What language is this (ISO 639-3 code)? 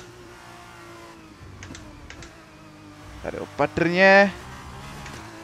ces